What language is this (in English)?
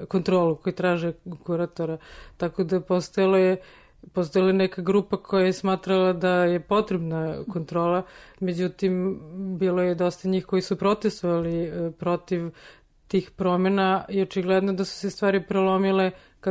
Serbian